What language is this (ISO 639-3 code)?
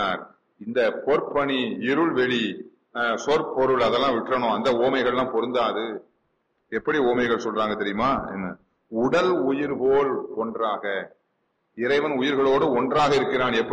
tam